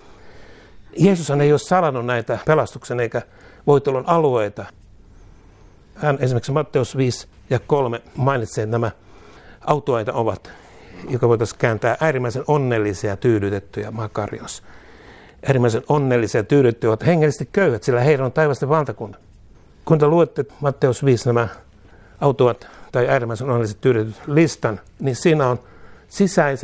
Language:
Finnish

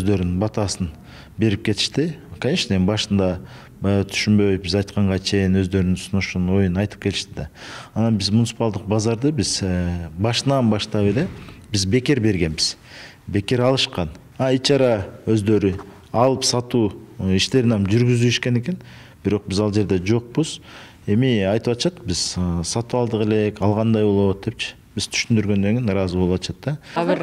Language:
Kyrgyz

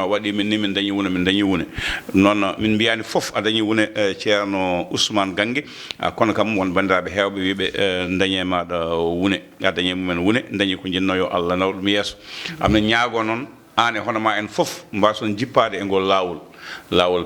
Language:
Fula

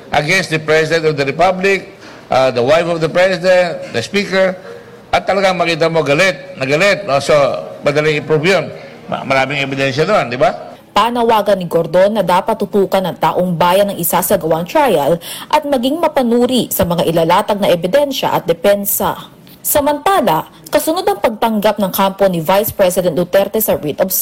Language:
Filipino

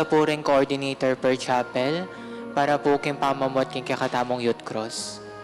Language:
Pampanga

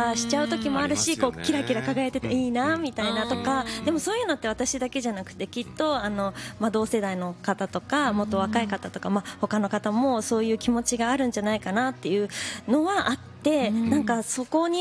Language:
Japanese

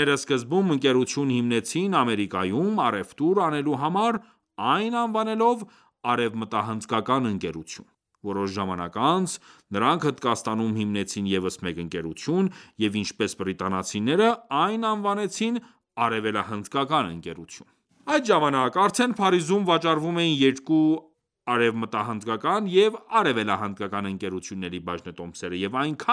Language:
Armenian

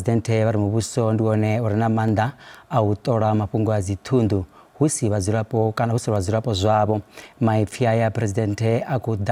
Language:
Venda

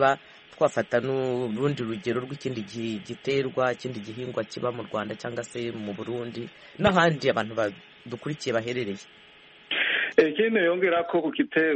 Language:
Kinyarwanda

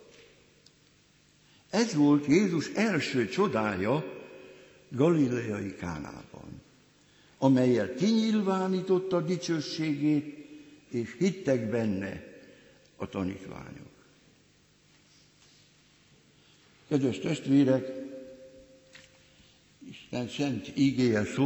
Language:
Hungarian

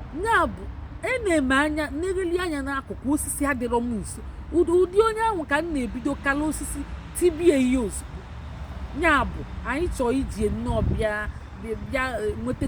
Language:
Igbo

